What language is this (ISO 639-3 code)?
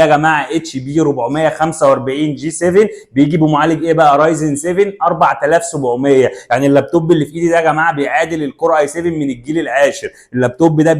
arz